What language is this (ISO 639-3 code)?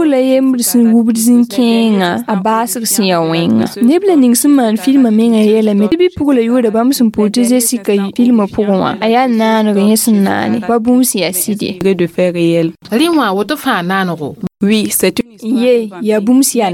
mos